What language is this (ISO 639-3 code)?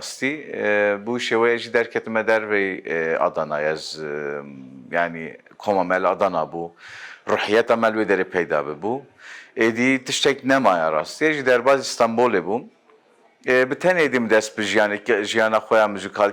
kur